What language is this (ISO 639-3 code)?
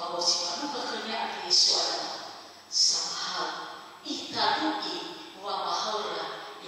nia